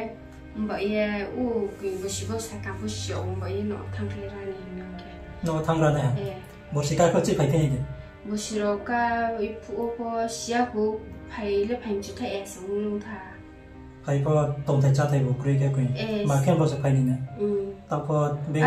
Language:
Riang (India)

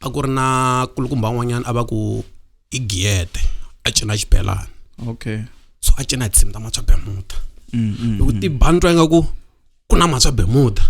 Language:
Tsonga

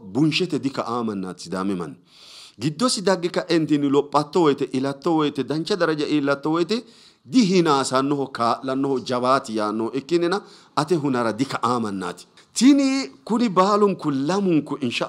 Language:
Sidamo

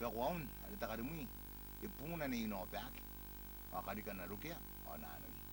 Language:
Gilbertese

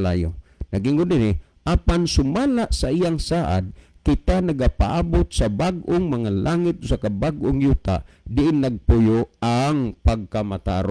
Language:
Cebuano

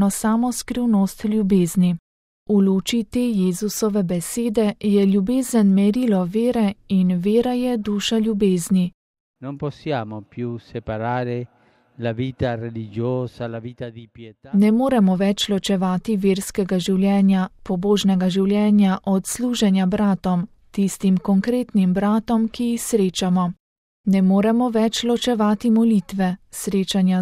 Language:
Slovenian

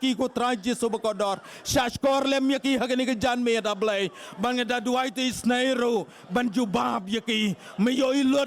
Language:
Khasi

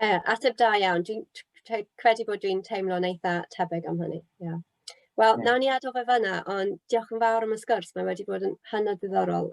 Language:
Welsh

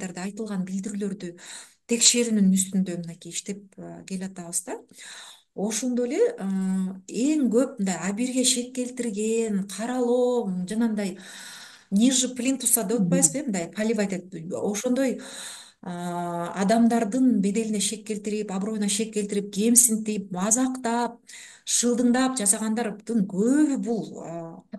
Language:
Kyrgyz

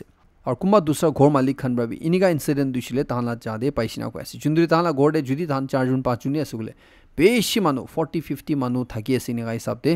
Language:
Naga Pidgin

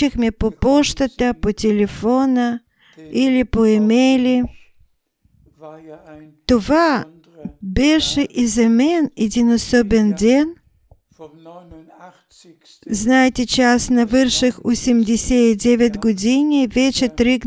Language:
Bulgarian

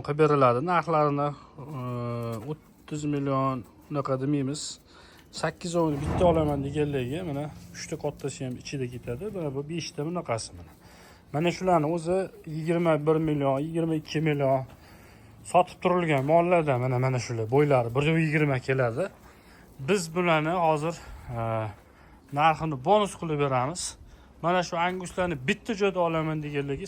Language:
Uzbek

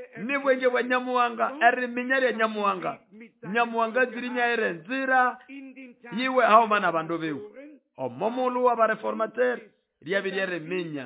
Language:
Nande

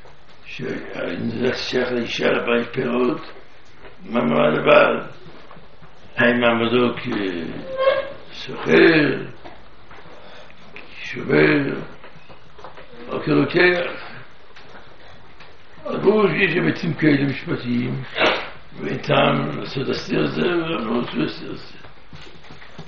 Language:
Hebrew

